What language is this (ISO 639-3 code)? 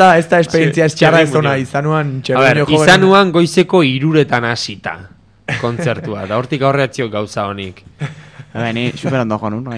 eus